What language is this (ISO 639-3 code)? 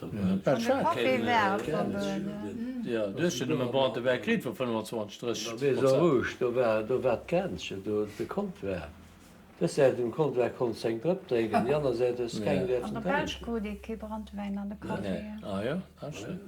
ltz